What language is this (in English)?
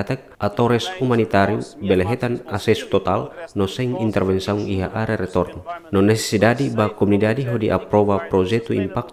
Tetum